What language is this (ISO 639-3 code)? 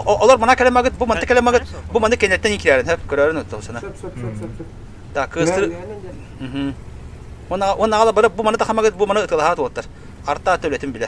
sah